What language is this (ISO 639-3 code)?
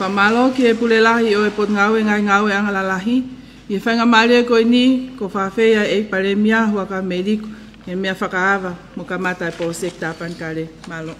ton